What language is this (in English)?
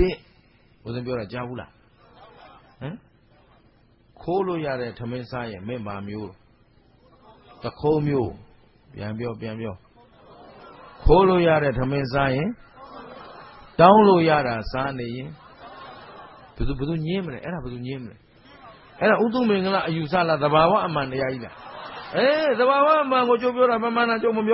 Burmese